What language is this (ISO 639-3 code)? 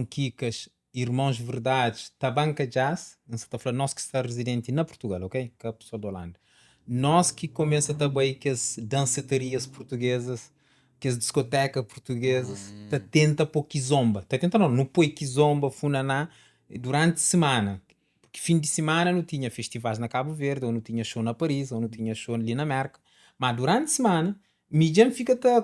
kea